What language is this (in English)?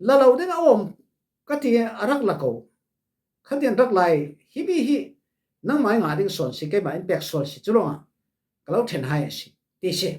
Falam Chin